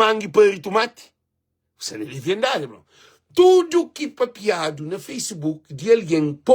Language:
Kabuverdianu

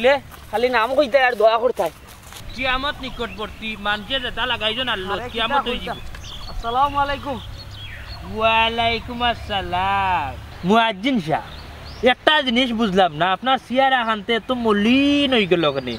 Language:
Sylheti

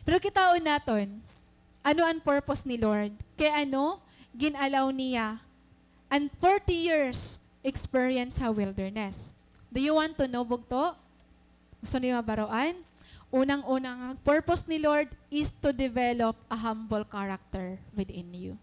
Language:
Waray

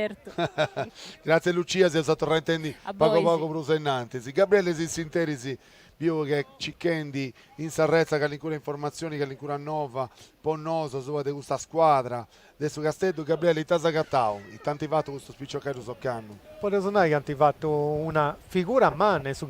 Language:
Sardinian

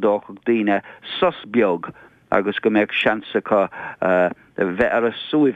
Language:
Irish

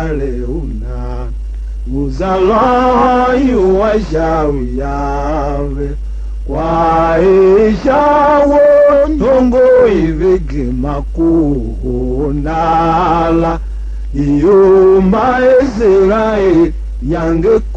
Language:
Tiv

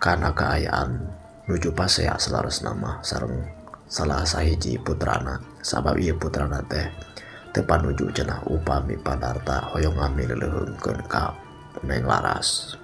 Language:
Sundanese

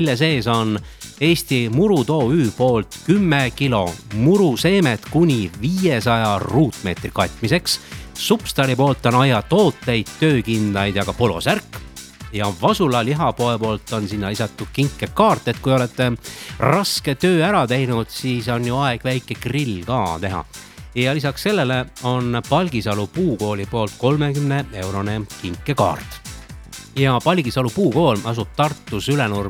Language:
Estonian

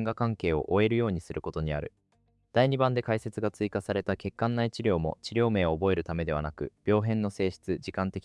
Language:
Japanese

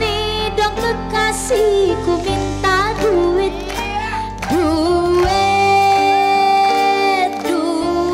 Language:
Musi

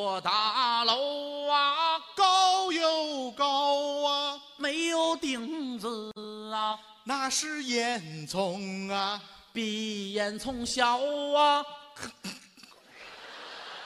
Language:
Chinese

